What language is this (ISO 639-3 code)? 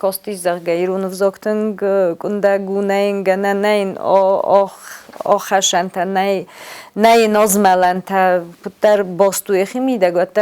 oss